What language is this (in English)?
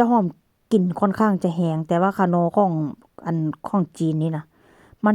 Northeastern Thai